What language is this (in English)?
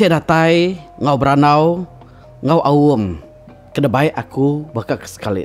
Iban